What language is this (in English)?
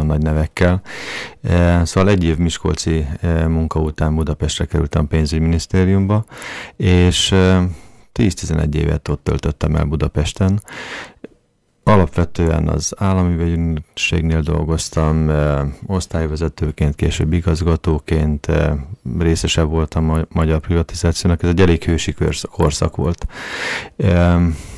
Hungarian